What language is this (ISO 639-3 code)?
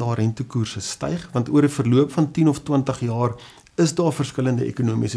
afr